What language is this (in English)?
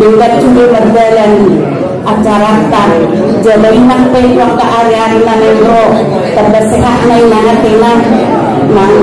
Batak Angkola